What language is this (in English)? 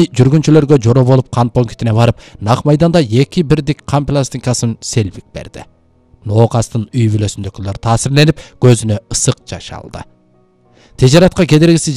Kyrgyz